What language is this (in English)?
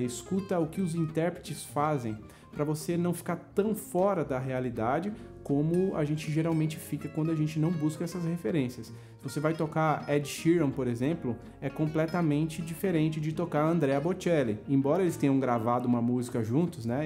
Portuguese